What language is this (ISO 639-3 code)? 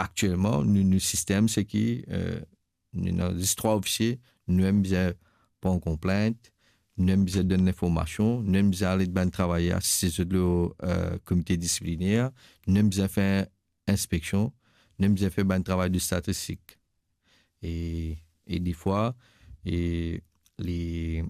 mfe